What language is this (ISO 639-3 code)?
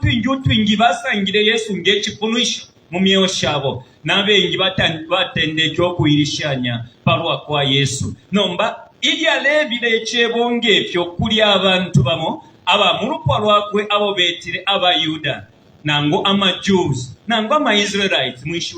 bem